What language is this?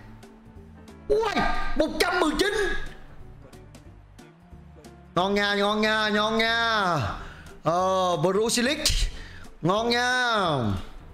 Vietnamese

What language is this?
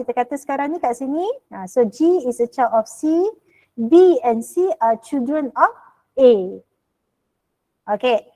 Malay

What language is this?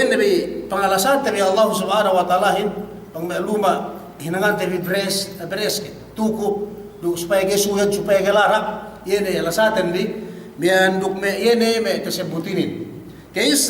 Yakan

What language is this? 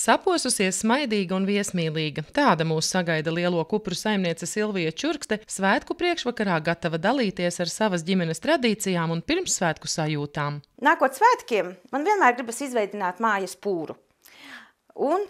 Latvian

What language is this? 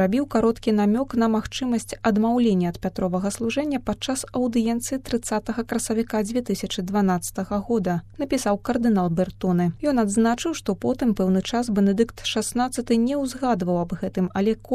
Belarusian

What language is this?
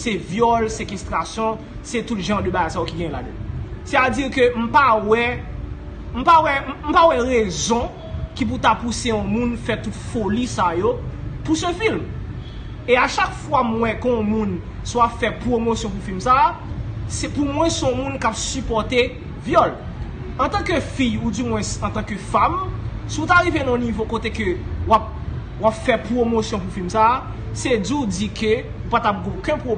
Haitian Creole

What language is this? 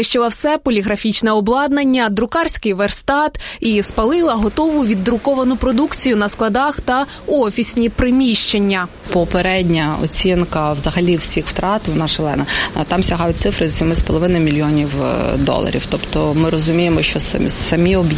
Ukrainian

